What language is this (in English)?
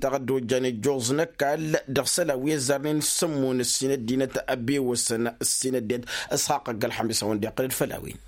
Tamasheq